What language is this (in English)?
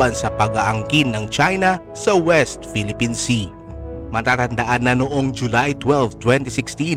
Filipino